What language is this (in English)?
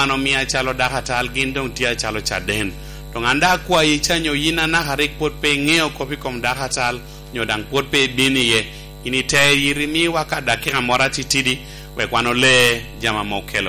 Lango (Uganda)